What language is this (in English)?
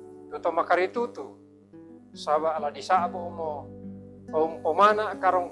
Toraja-Sa'dan